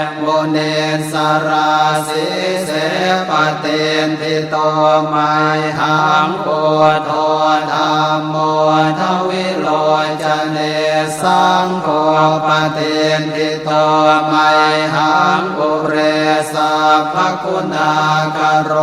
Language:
Pali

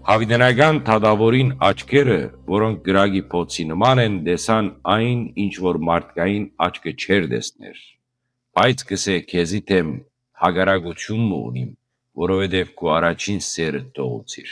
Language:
Western Armenian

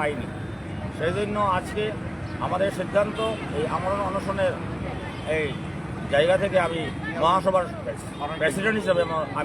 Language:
Bishnupriya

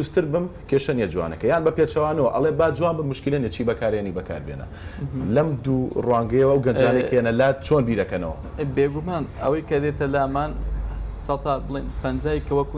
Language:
Central Kurdish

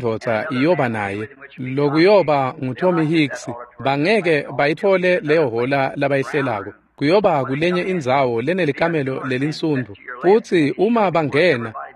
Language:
Swati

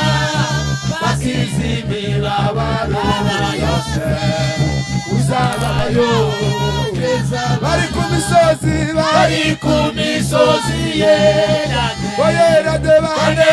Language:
Kinyarwanda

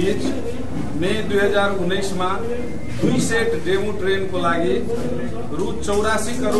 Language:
Maithili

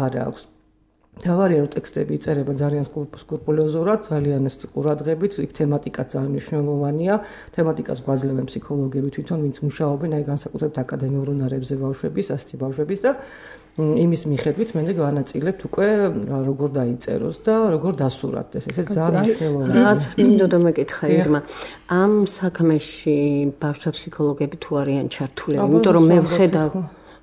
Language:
Georgian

